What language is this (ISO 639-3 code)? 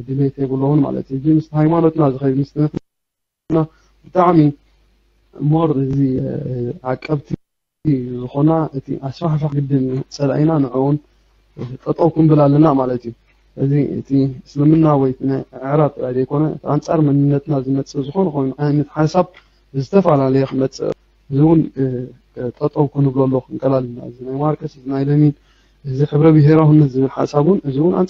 tir